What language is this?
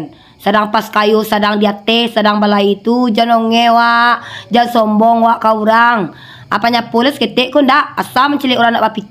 Minangkabau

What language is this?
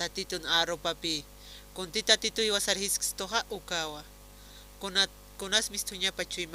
Aymara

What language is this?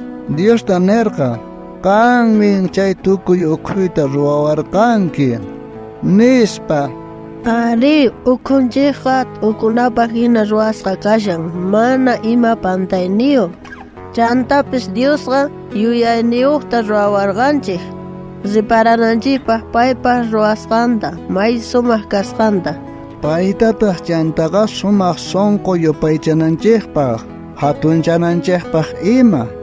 South Bolivian Quechua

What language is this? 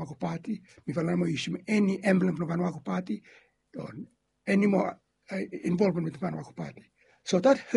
Bislama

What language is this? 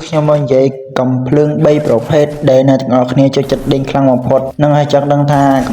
Khmer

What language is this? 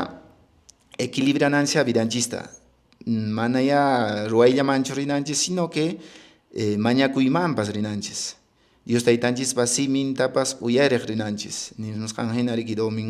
Quechua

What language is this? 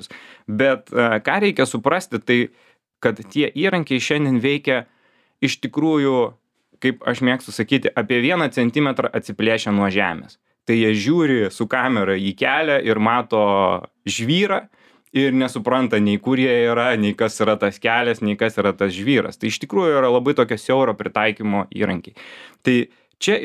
Lithuanian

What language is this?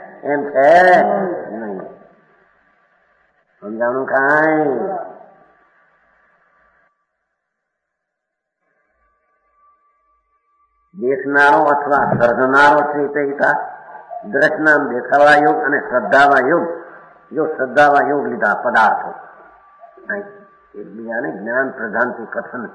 Gujarati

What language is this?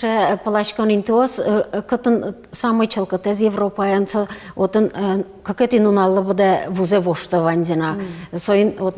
Udmurt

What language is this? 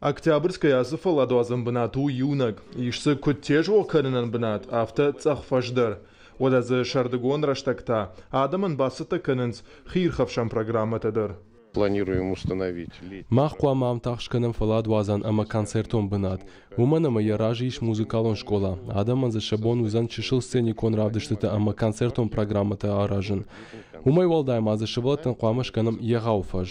Ossetic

